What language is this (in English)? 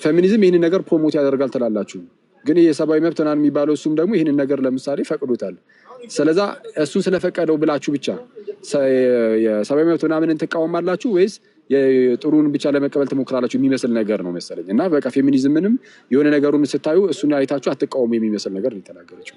Amharic